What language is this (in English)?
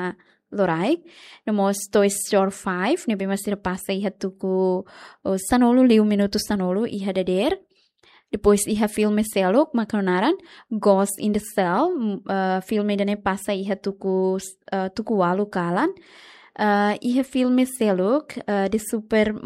Tetum